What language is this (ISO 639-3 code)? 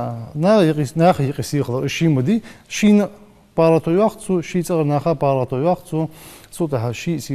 inh